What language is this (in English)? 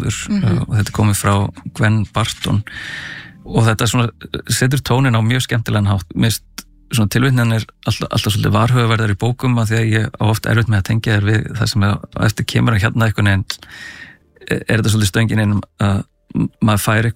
Icelandic